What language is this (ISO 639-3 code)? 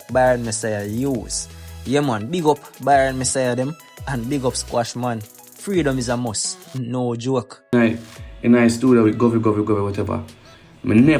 jam